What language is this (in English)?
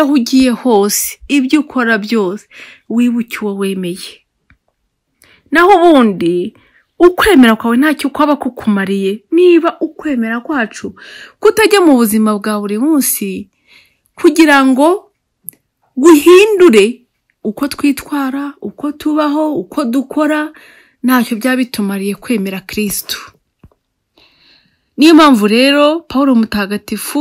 Kinyarwanda